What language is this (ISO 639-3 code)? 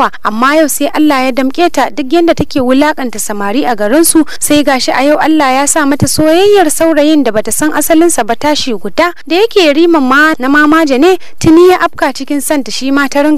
hau